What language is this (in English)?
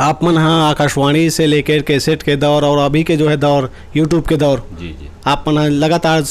Chhattisgarhi